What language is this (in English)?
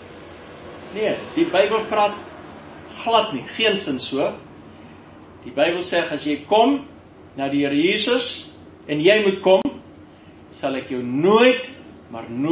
Afrikaans